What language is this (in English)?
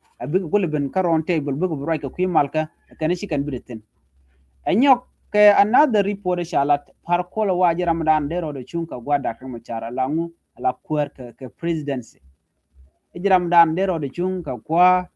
Nuer